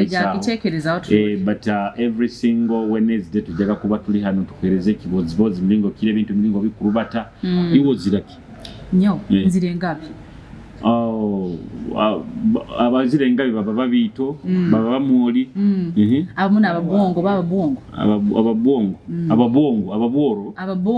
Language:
Nyoro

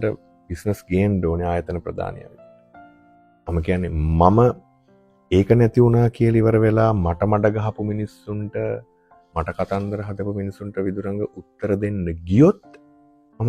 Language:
Sinhala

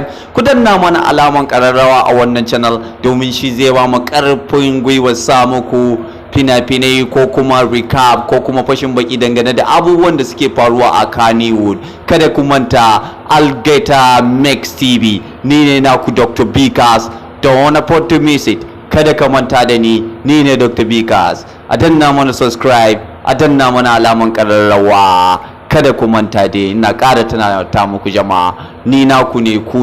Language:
Hausa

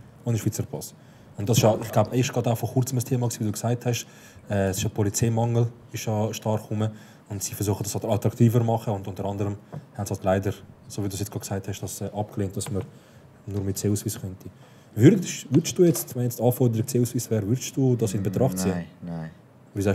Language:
Swiss German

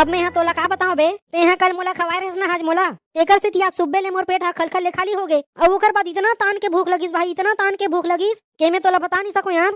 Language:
Chhattisgarhi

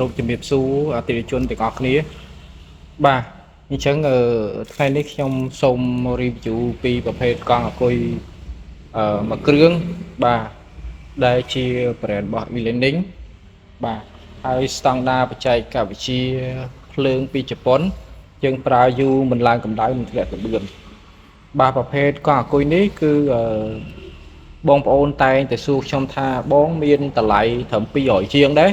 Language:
Khmer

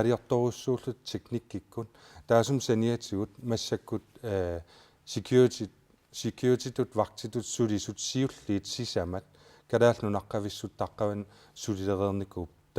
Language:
Kalaallisut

